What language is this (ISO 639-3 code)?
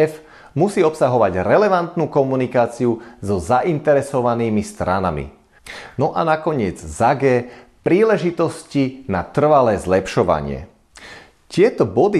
slk